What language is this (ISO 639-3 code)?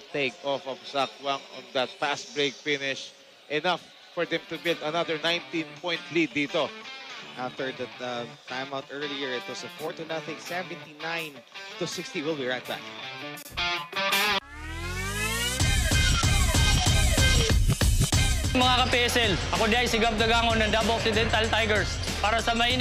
fil